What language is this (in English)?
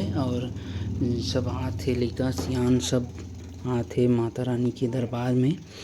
Chhattisgarhi